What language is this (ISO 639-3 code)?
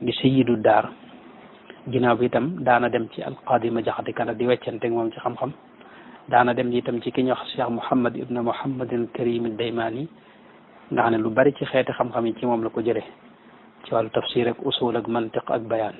wol